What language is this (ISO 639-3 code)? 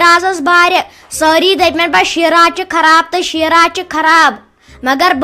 kas